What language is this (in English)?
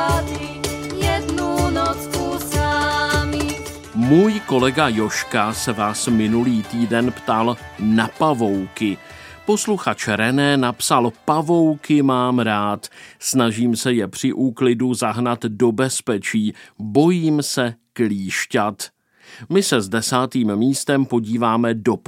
Czech